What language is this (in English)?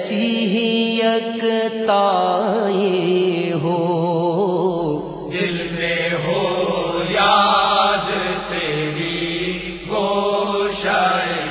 Urdu